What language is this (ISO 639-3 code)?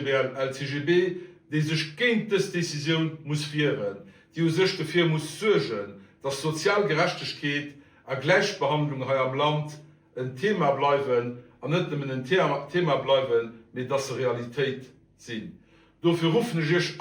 ltz